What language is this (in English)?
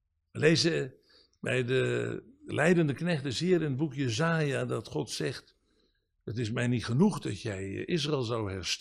Dutch